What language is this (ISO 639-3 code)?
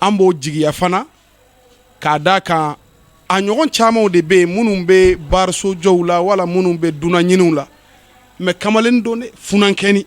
bam